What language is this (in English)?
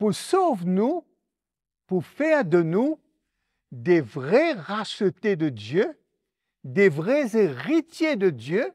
Morisyen